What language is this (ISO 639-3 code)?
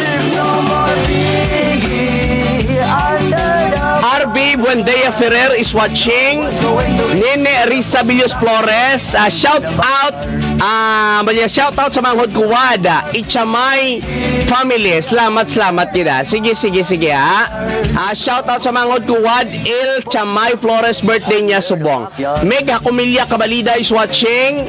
hil